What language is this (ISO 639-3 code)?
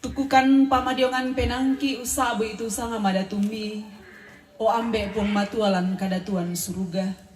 sda